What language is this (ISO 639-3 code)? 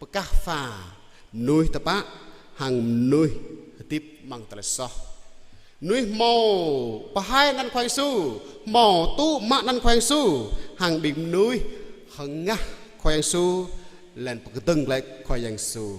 jra